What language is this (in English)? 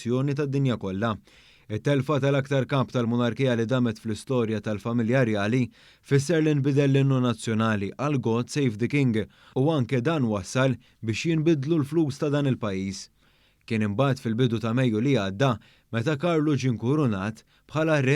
Maltese